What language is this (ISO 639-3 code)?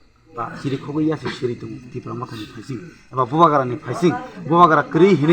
trp